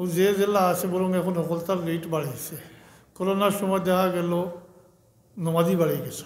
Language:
Sylheti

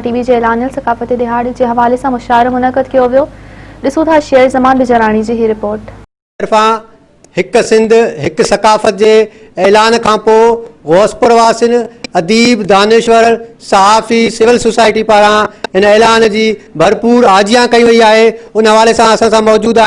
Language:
Sindhi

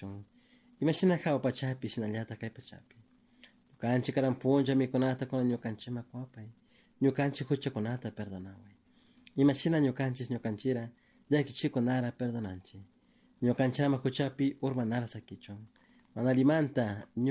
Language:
Chimborazo Highland Quichua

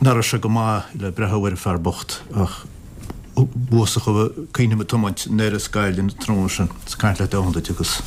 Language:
Irish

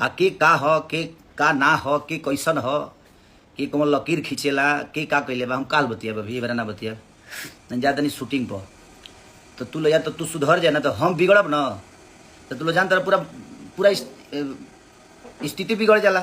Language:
Bhojpuri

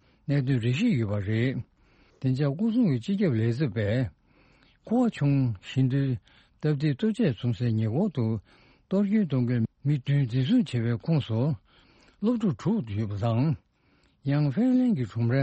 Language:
Tibetan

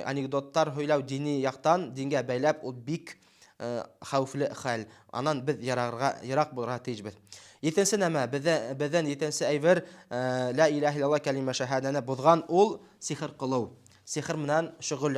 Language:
Bashkir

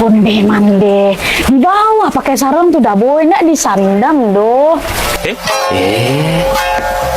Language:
Minangkabau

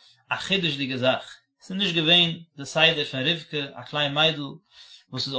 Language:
Yiddish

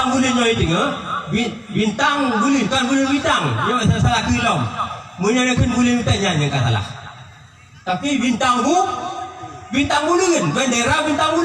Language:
Achinese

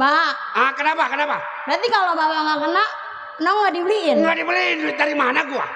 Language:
Betawi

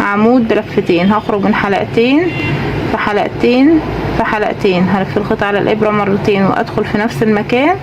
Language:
Egyptian Arabic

